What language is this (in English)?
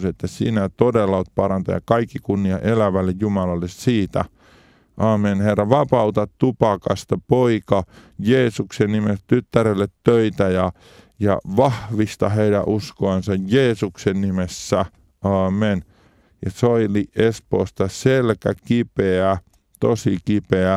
Finnish